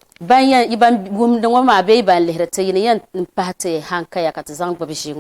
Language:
Dagbani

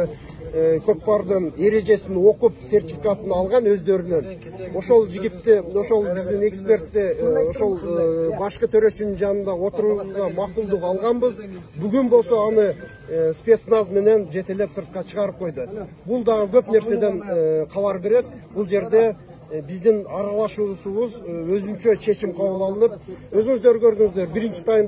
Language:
Kyrgyz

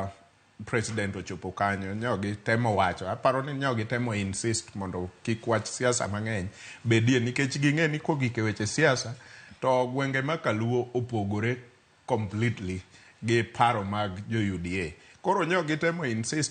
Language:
Luo (Kenya and Tanzania)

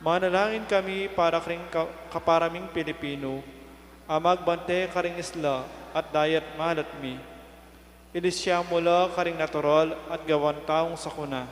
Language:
Pampanga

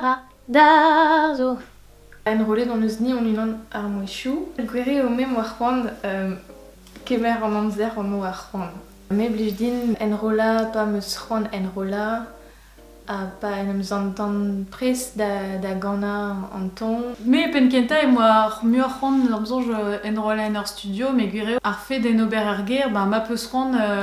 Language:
Breton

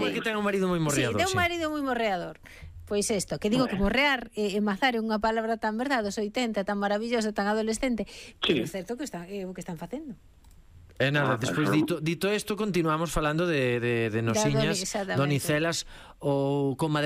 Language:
Galician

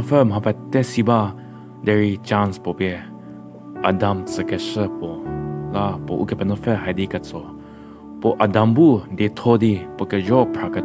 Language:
Angami Naga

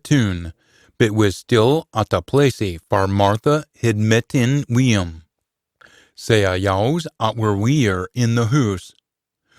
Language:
Scots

